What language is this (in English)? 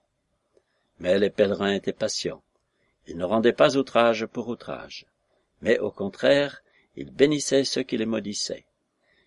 French